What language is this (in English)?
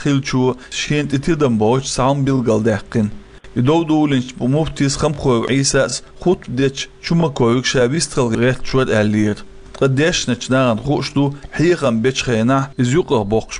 Chechen